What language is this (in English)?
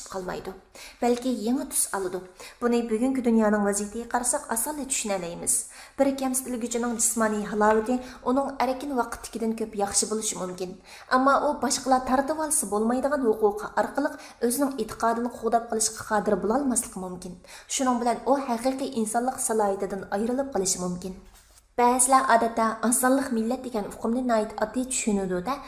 Uyghur